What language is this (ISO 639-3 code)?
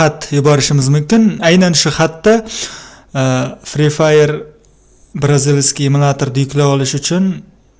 uzb